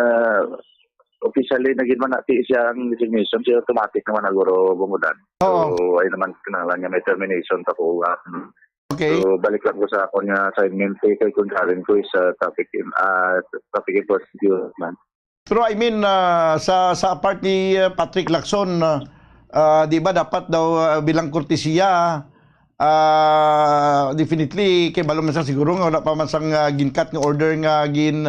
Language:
Hiligaynon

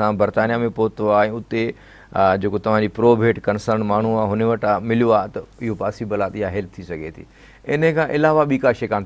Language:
Sindhi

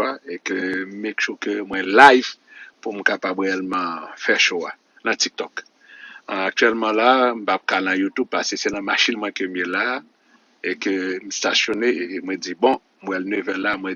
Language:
Haitian Creole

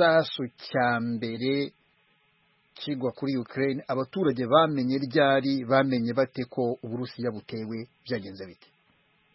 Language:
Kinyarwanda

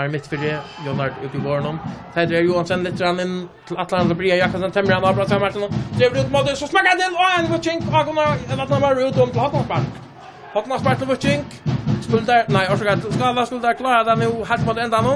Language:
Faroese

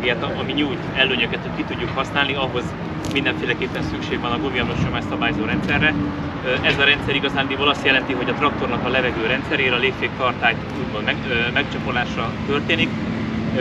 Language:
Hungarian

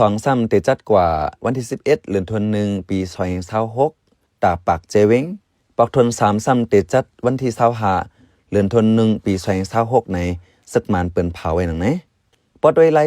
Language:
Shan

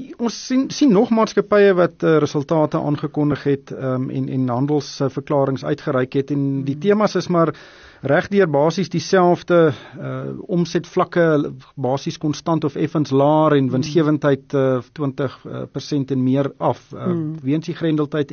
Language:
Afrikaans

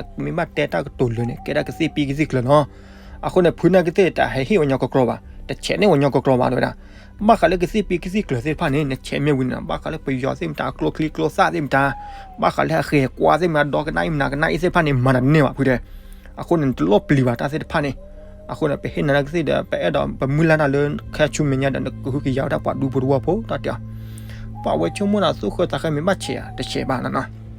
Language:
S'gaw Karen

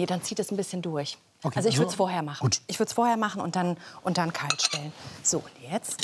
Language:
German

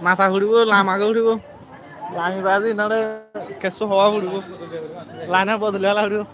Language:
Rohingya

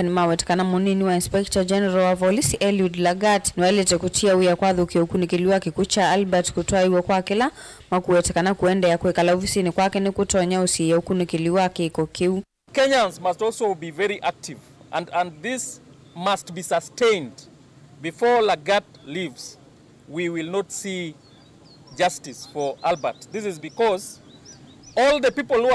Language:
Kamba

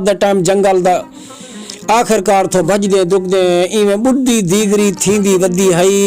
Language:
Saraiki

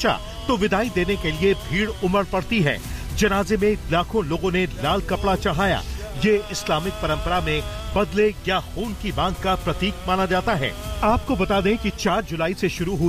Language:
Hindi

